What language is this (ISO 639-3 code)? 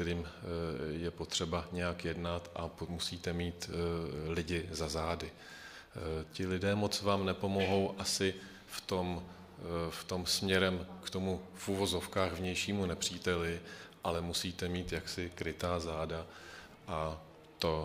ces